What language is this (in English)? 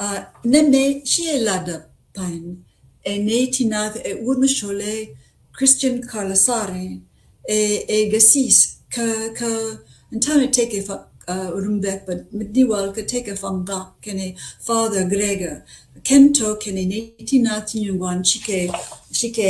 Nuer